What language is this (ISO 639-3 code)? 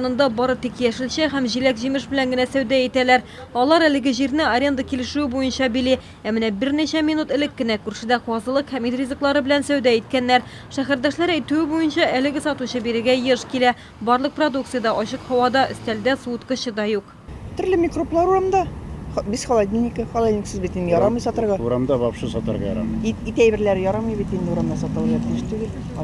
tat